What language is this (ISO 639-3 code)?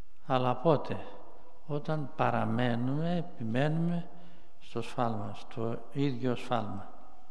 ell